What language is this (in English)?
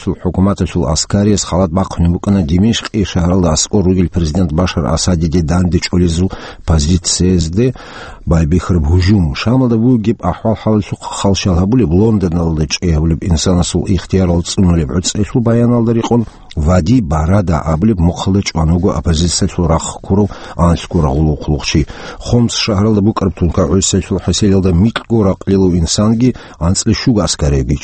Avaric